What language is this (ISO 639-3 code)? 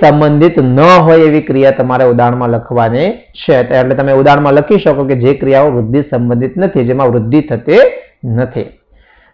guj